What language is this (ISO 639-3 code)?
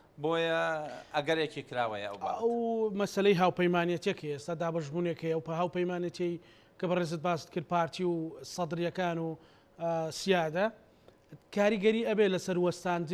ckb